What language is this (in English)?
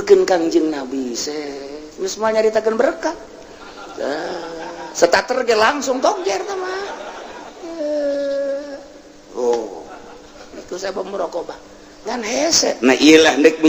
Sundanese